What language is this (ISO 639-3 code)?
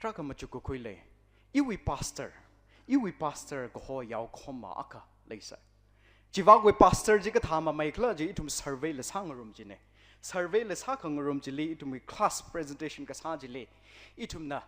nmf